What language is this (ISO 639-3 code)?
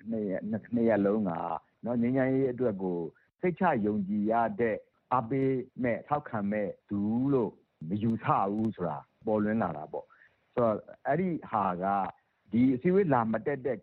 mya